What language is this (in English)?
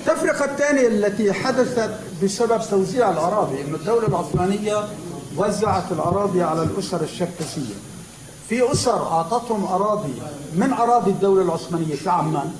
North Levantine Arabic